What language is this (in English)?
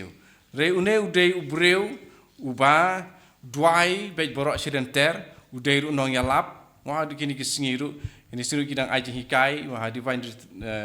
Khasi